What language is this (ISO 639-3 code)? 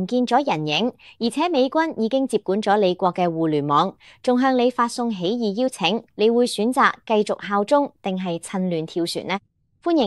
yue